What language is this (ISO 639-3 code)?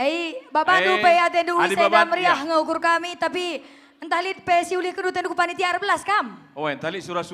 btx